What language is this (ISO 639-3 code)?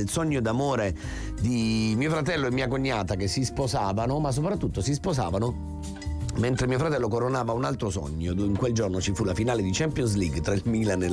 ita